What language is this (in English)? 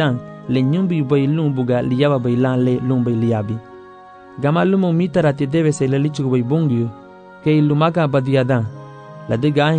Garifuna